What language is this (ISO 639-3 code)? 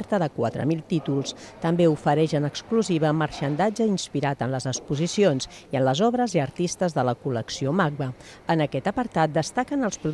cat